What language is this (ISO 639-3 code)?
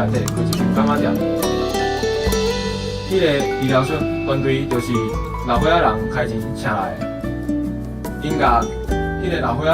nan